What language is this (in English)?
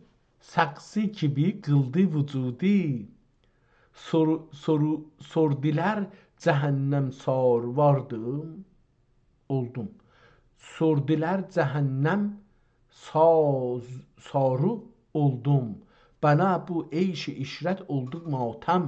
South Azerbaijani